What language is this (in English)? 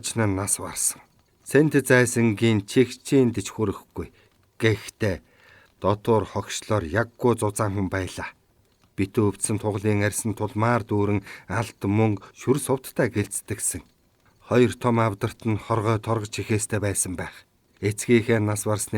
Mongolian